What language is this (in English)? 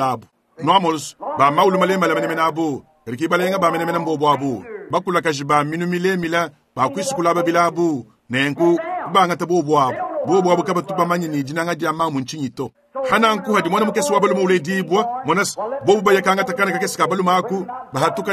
Luba-Lulua